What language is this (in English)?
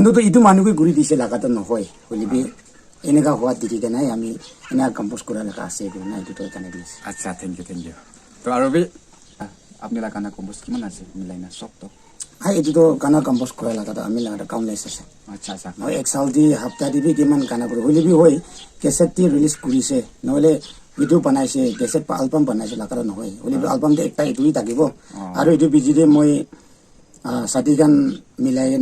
Naga Pidgin